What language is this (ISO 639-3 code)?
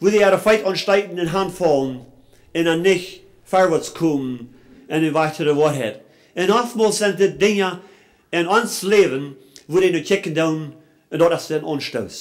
pdt